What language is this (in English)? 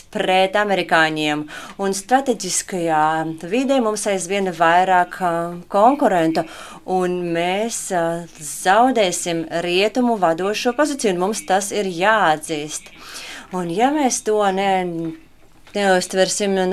Latvian